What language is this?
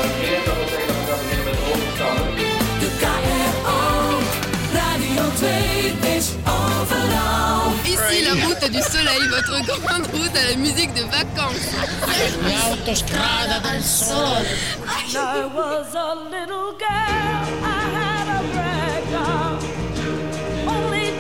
Dutch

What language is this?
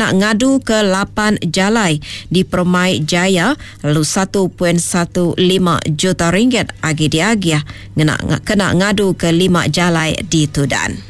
Iban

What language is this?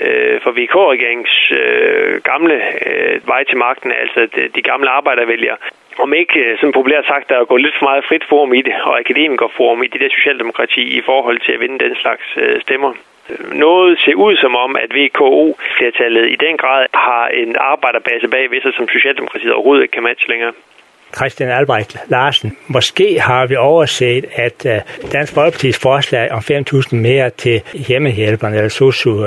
Danish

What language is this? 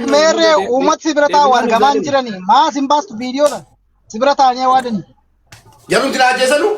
Oromo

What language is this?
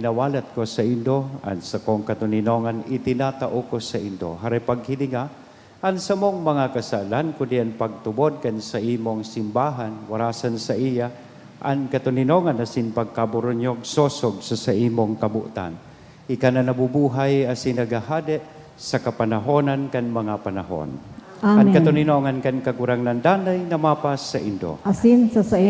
Bikol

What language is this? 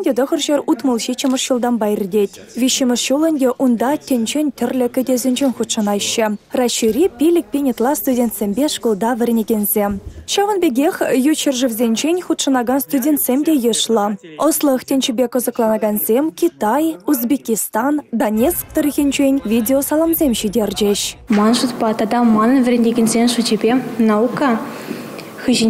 Chuvash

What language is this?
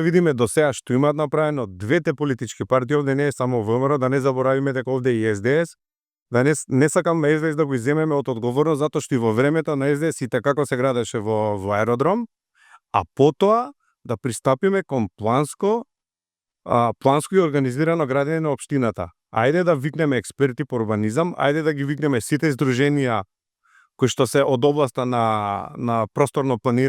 Macedonian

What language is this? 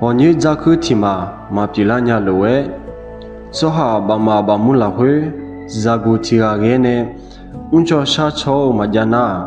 Akha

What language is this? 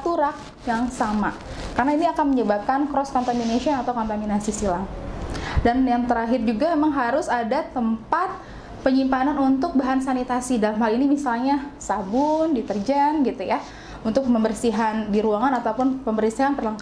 Indonesian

